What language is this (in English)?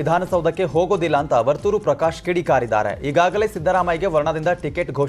Kannada